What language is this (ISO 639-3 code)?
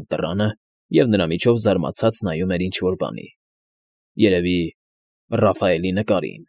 hye